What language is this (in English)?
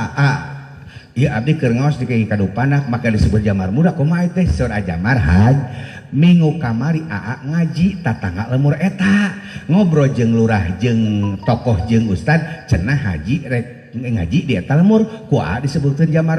Sundanese